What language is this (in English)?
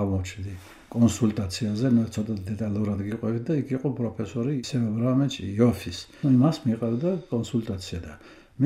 Georgian